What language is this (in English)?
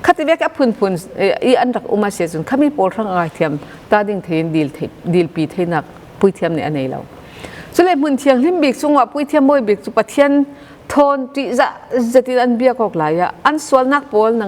Falam Chin